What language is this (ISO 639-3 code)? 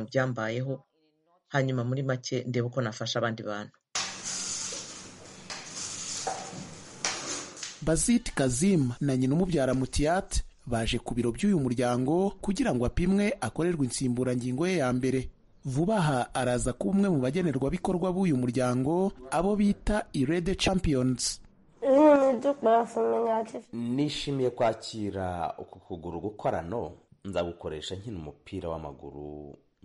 kin